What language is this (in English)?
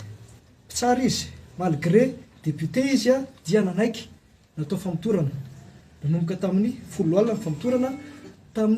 Malagasy